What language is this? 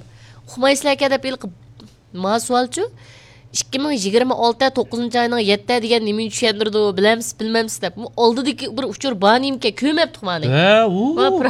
Uyghur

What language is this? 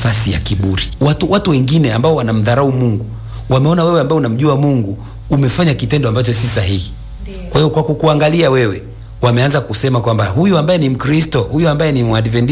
Swahili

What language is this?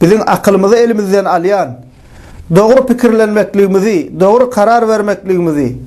Turkmen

